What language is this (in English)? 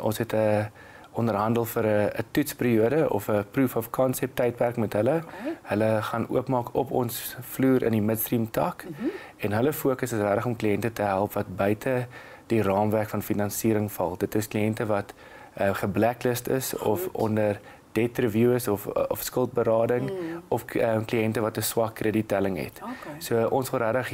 Afrikaans